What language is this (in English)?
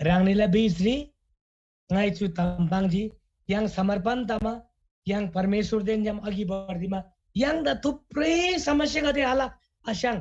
Eastern Tamang